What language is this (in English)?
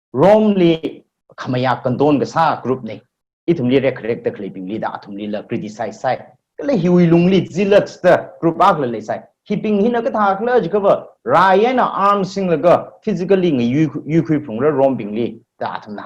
Tangkhul Naga (India)